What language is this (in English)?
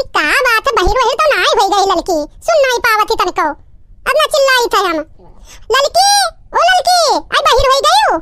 Awadhi